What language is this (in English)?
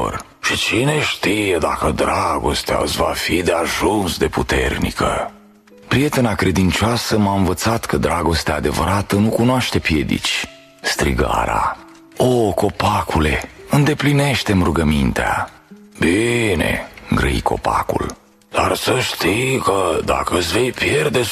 Romanian